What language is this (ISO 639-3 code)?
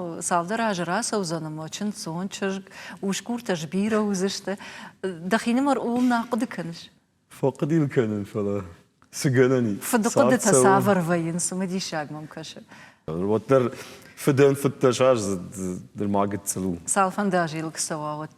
oss